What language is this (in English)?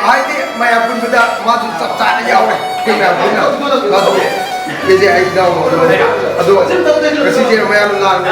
Manipuri